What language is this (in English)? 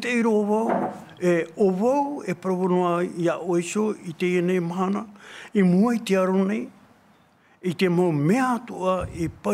Tahitian